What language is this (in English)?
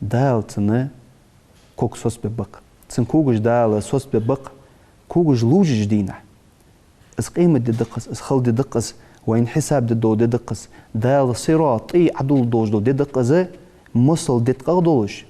Ingush